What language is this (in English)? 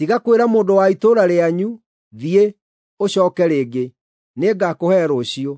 Kikuyu